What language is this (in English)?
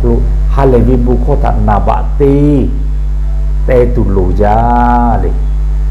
Lahu